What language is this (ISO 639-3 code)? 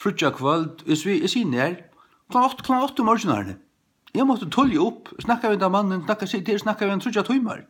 fao